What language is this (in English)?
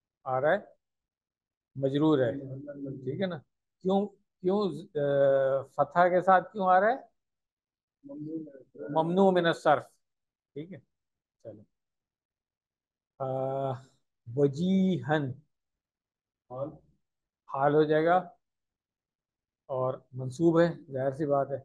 Urdu